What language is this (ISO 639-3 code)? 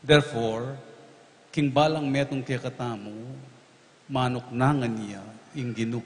pam